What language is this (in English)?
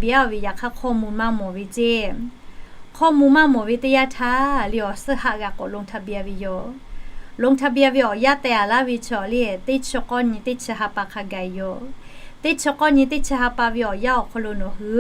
Lahu